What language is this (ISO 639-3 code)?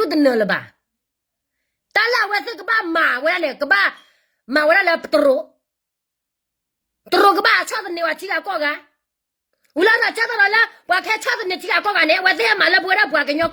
ksw